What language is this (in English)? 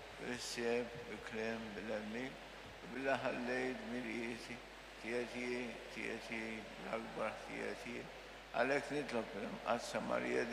Maltese